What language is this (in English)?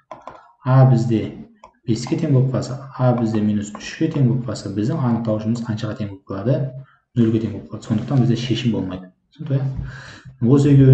Kazakh